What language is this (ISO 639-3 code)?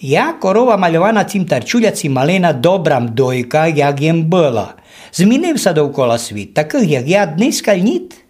rue